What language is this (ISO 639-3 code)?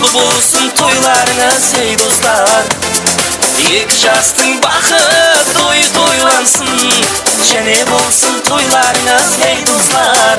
kaa